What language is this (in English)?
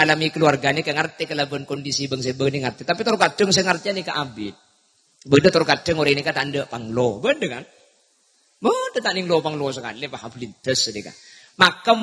Madurese